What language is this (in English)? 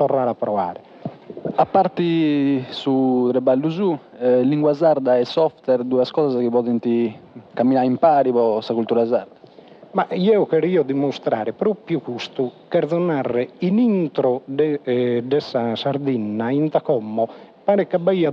Sardinian